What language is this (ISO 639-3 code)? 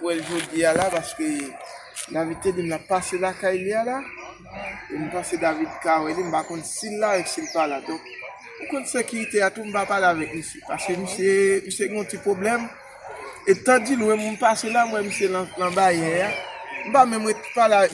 hat